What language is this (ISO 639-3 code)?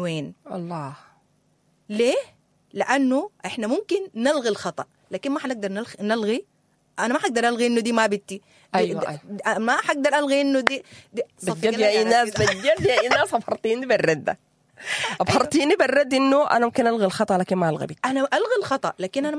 apd